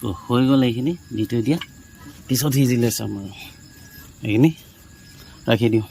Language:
Assamese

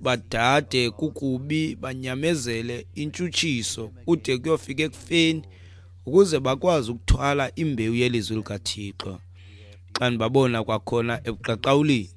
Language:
Xhosa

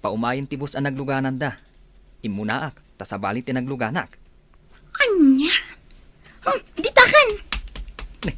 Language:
Iloko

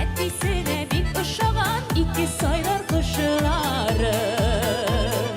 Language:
Bashkir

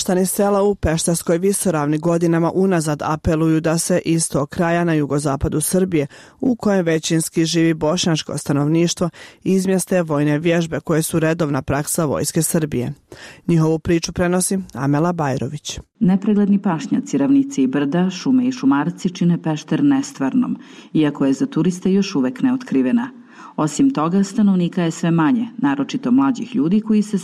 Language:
Bosnian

